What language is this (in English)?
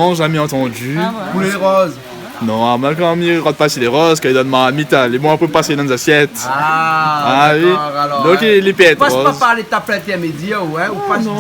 Réunion Creole French